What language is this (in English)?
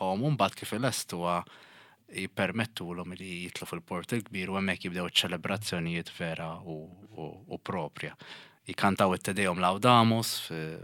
Maltese